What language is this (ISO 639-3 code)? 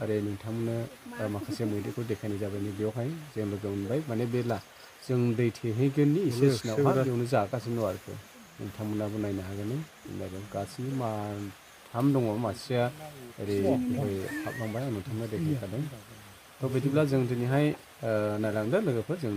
brx